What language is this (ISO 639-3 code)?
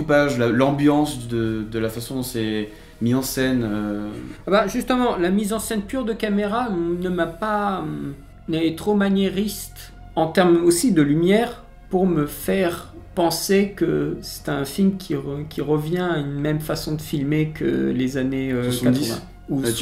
fra